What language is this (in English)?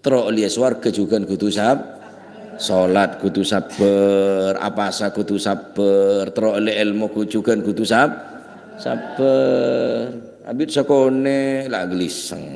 Madurese